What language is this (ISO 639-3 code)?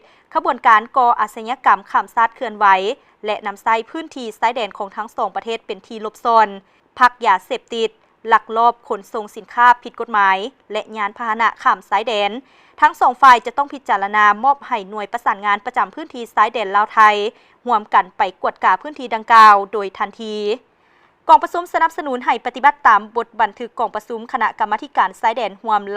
lao